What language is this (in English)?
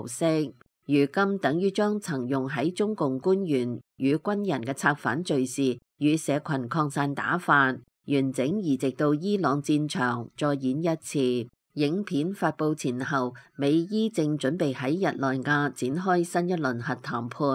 Cantonese